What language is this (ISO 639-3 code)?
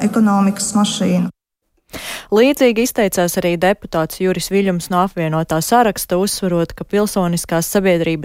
lav